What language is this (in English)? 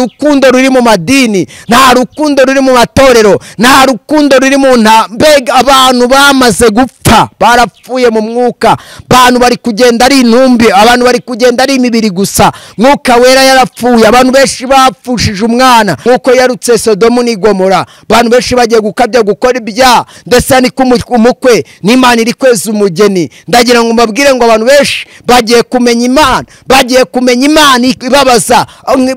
Kinyarwanda